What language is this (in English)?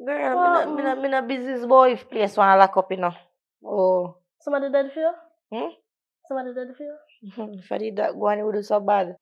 Jamaican Creole English